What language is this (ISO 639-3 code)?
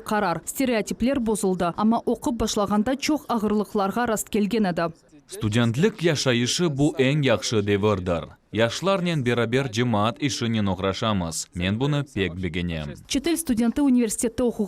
crh